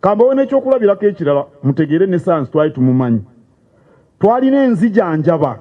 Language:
Ganda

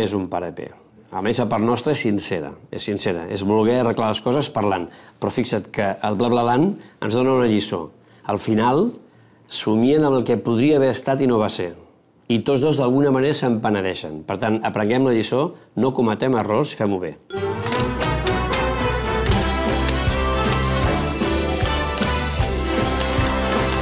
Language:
Catalan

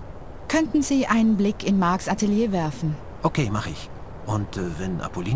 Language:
Bavarian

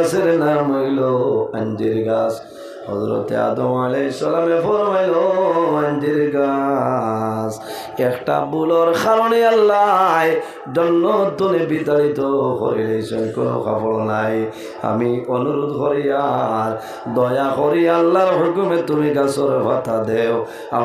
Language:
Sylheti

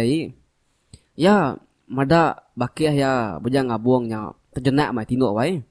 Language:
Iban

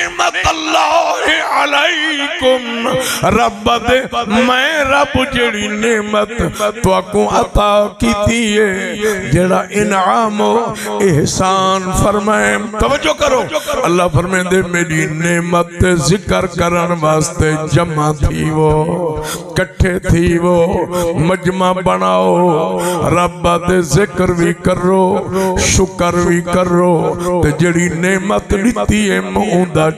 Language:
Saraiki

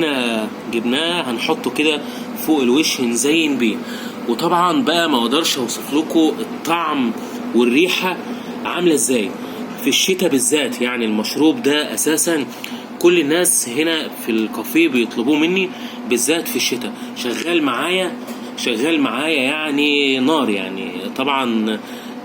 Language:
Egyptian Arabic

